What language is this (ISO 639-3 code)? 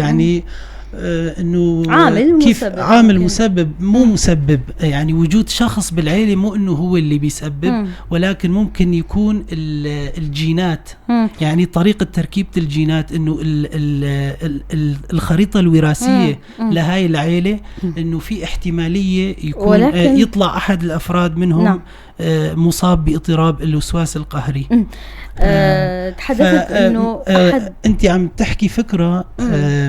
apc